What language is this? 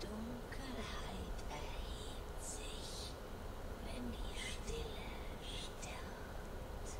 Swiss German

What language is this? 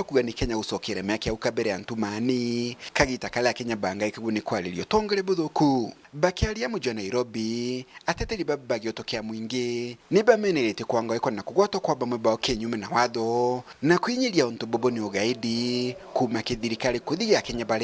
Meru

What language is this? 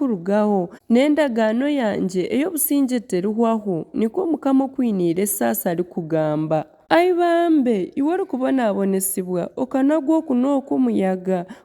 Nyankole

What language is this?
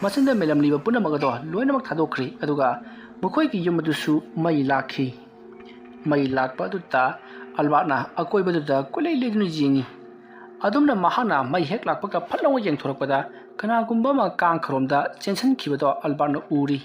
Manipuri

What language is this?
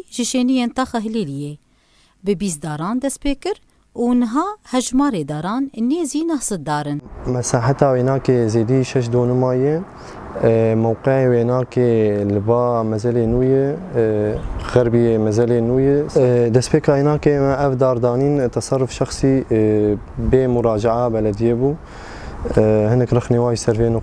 Kurdish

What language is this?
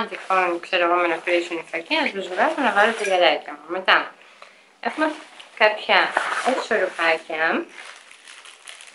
Greek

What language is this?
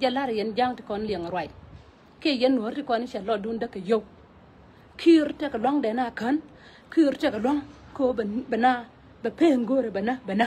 Nuer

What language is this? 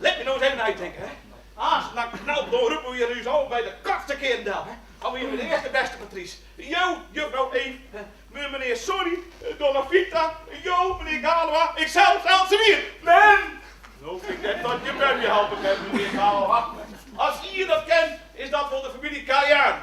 Western Frisian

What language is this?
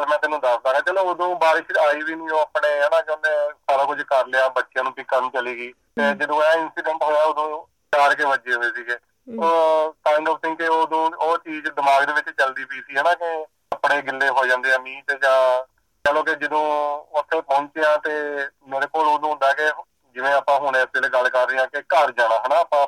Punjabi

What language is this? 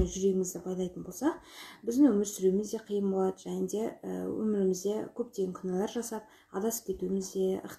Kazakh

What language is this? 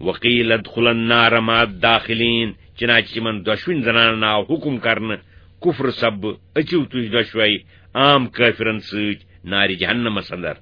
Kashmiri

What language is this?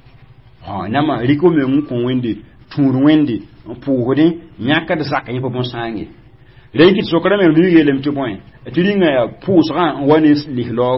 Mossi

